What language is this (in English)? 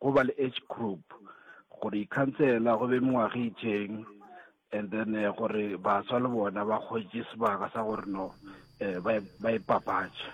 Northern Sotho